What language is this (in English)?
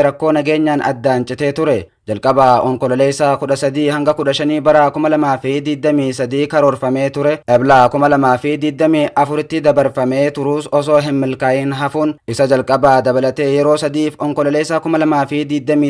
Oromo